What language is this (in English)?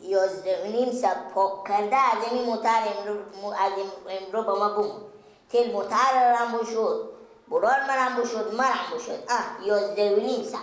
Persian